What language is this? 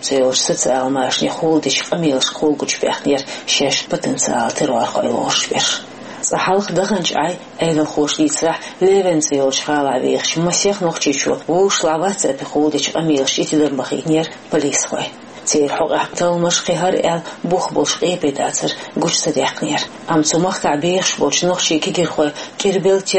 Chechen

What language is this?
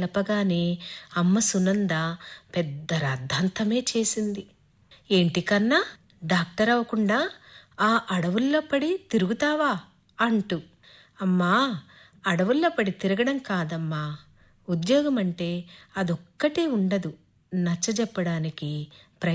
Telugu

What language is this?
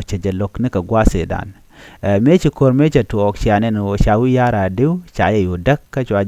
Nuer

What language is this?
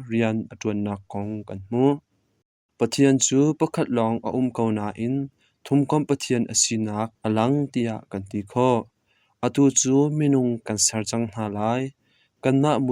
Hakha Chin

